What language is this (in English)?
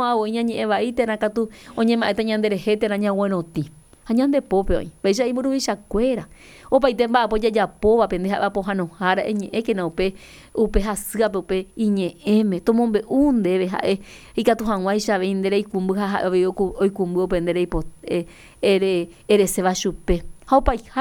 Guarani